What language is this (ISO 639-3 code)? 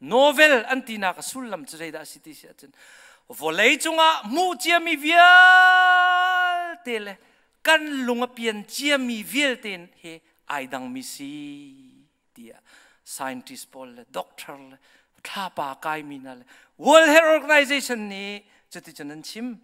cnh